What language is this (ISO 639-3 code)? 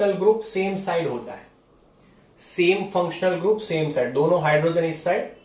hin